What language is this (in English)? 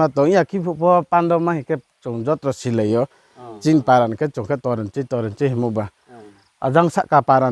Riang (India)